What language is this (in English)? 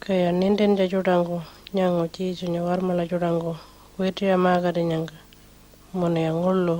Pitjantjatjara